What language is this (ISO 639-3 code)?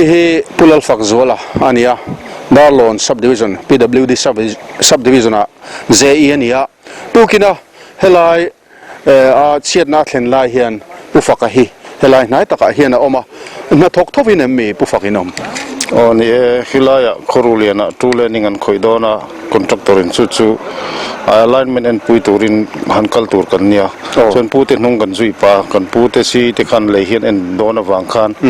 lus